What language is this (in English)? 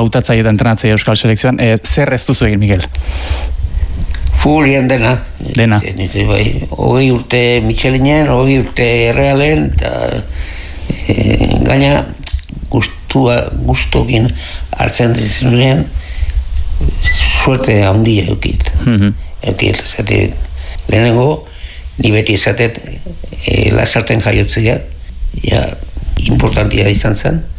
Basque